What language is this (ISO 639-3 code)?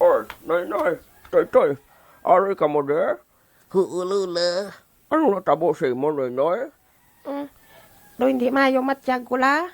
hil